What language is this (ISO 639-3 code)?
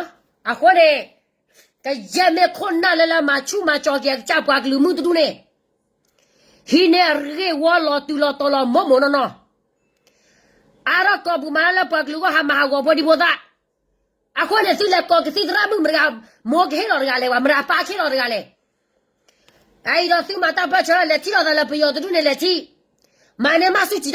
ksw